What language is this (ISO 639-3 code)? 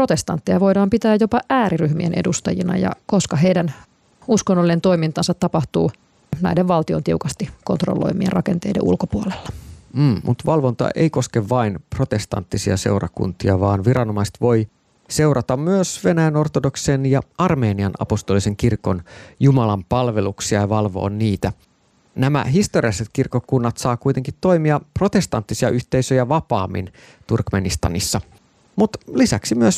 fin